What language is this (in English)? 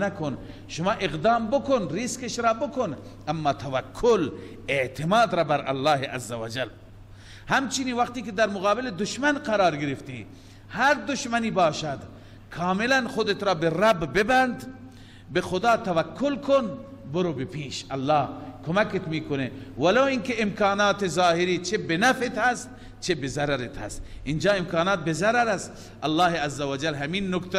Persian